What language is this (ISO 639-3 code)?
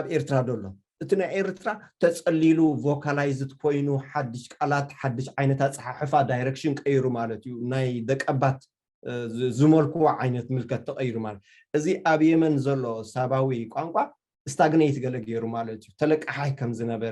tir